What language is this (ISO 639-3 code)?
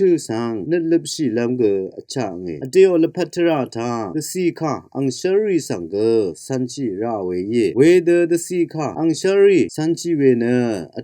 raw